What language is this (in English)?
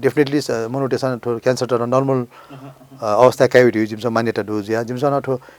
Newari